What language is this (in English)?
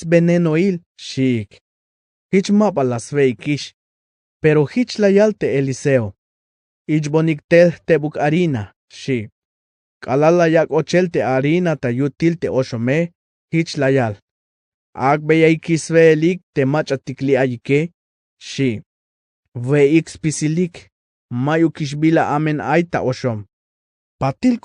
Tzeltal